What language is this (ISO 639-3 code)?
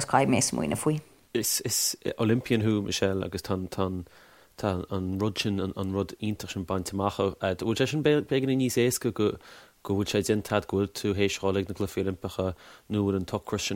gle